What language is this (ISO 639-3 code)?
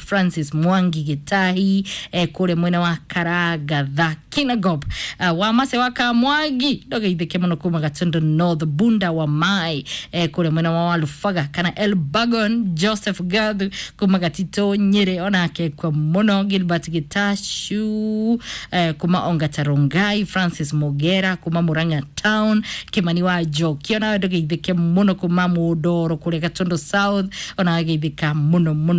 kik